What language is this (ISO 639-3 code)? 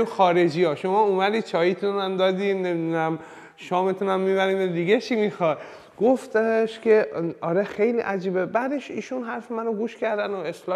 fas